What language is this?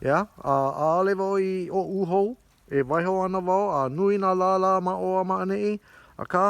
Hawaiian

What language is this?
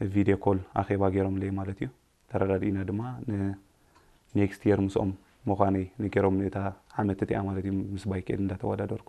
Tigrinya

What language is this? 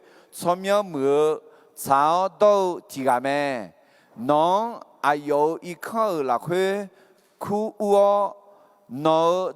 Akha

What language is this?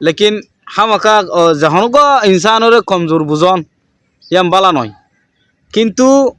Rohingya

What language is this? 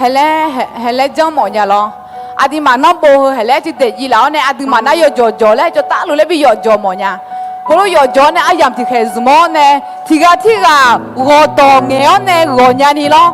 Akha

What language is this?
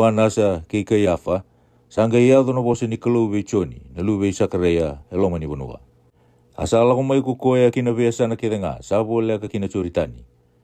Fijian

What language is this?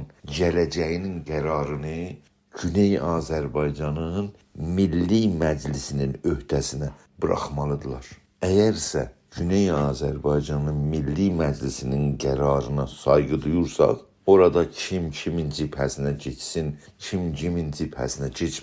South Azerbaijani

